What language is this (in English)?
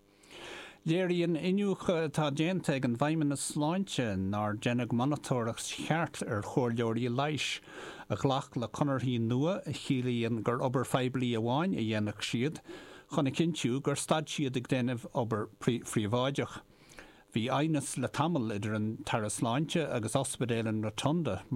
Irish